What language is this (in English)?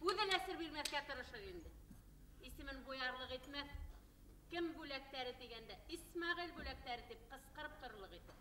Bashkir